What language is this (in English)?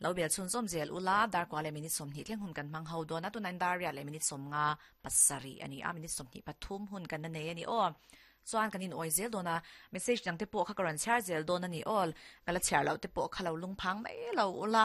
Mizo